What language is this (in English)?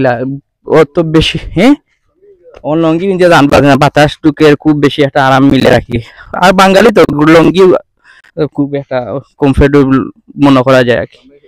Sylheti